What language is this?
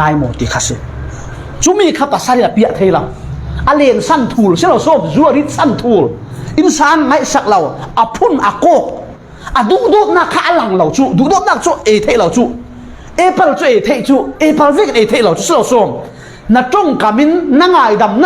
Falam Chin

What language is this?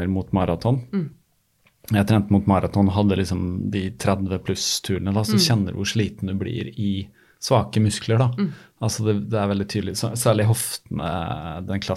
Norwegian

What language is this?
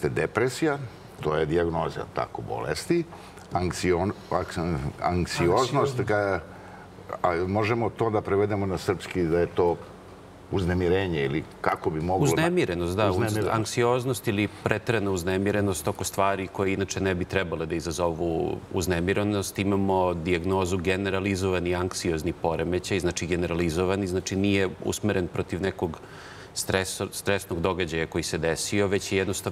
Serbian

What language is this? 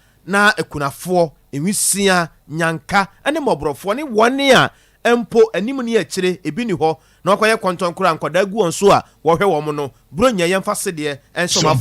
Akan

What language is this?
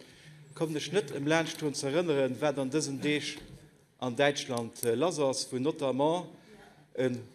Luxembourgish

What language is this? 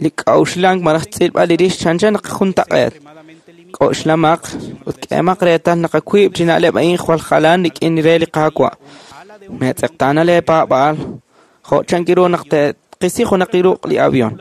Kekchí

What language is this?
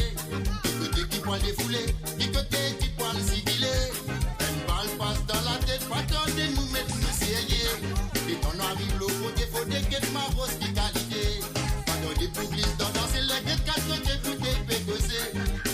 Morisyen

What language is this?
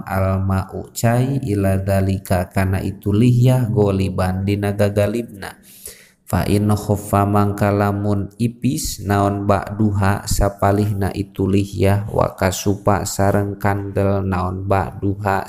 Sundanese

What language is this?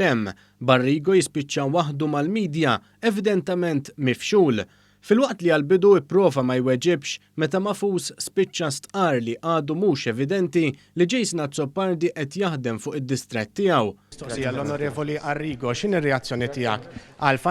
Maltese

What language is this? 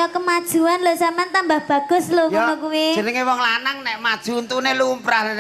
Javanese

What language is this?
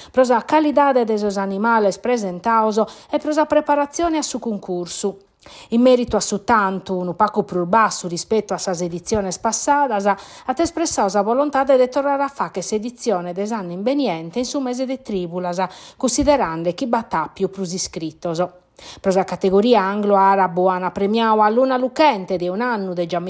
Sardinian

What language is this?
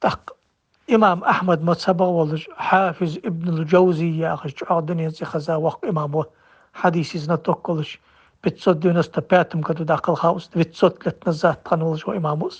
Ingush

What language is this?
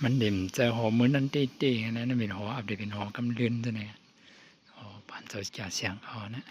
Shan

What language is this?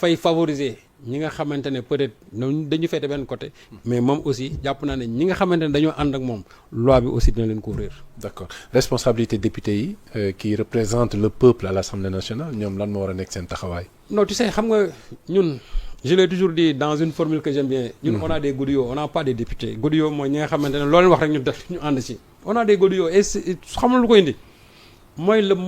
Wolof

